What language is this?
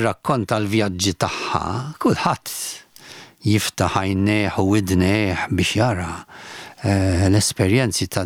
Maltese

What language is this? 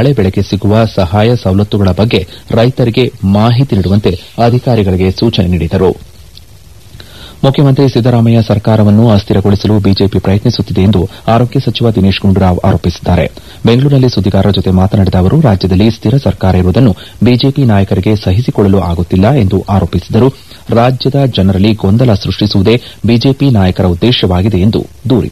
Kannada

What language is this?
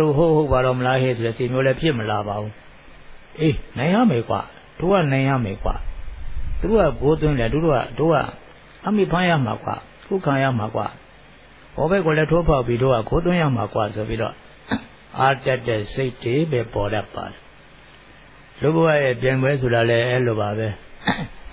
Burmese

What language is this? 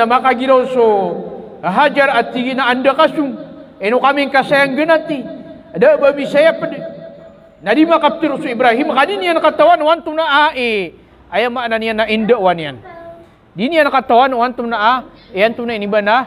Maranao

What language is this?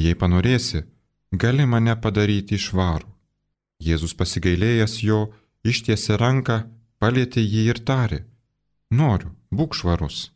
Lithuanian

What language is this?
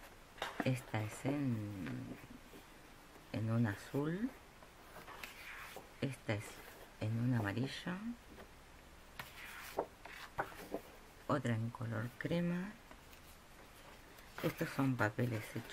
Spanish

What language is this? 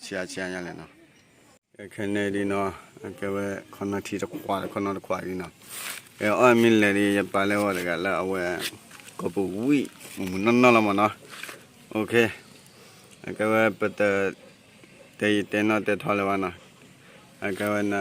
S'gaw Karen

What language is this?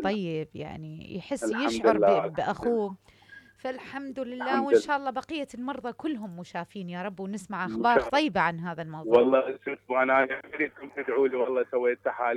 Mesopotamian Arabic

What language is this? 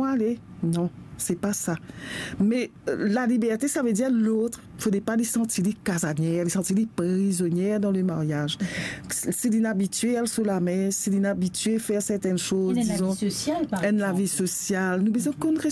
Morisyen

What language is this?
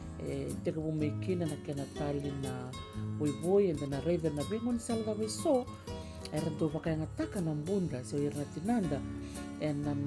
Fijian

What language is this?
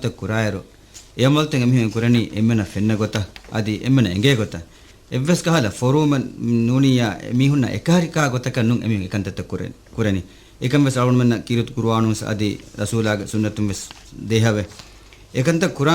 Divehi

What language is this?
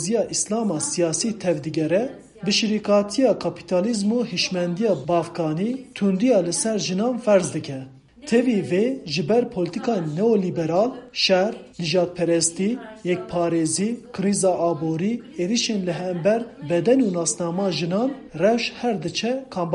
Kurdish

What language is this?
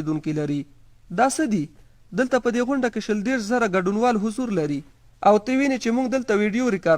Pashto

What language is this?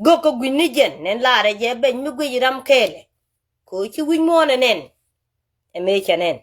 Nuer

